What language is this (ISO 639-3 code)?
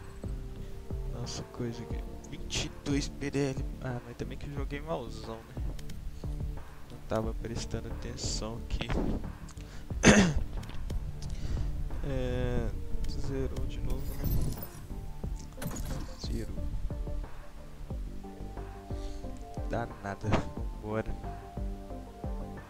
por